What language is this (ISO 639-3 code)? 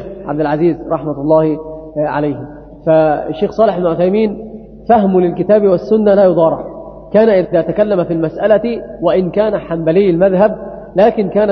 ara